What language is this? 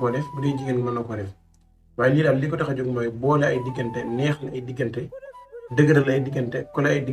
Wolof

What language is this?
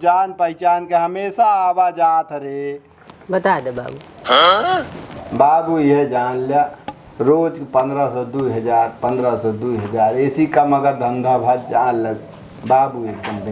Awadhi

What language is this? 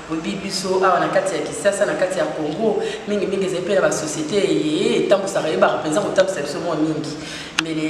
Lingala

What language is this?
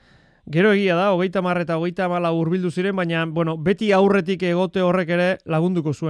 Basque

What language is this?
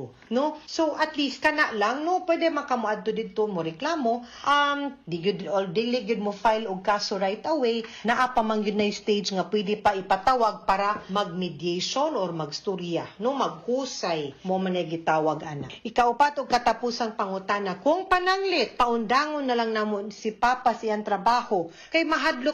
Cebuano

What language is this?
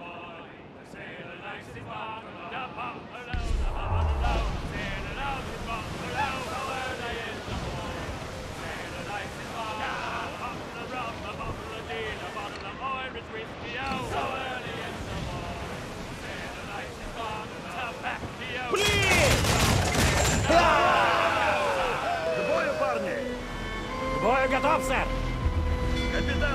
English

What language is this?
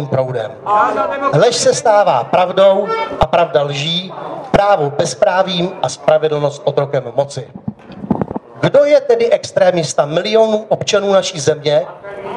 Czech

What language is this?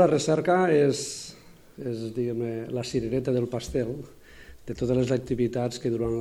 Catalan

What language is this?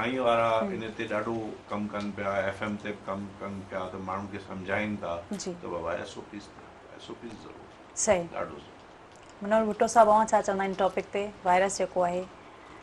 Sindhi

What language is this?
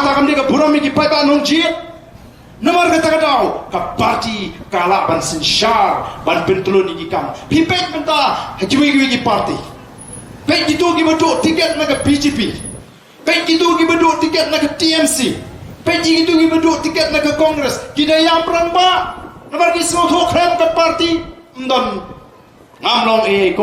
Khasi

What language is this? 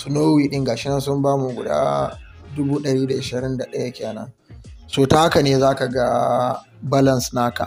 Hausa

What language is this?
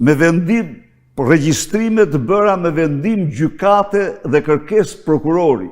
Albanian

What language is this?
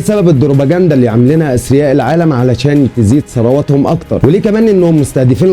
Egyptian Arabic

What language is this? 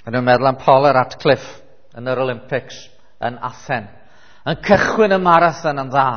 Welsh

